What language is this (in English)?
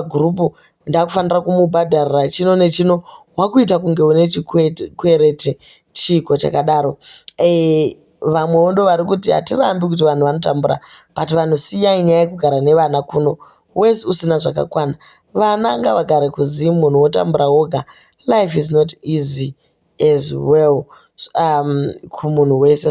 Shona